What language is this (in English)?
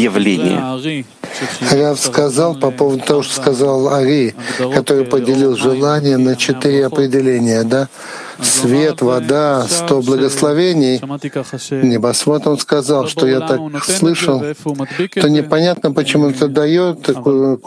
Russian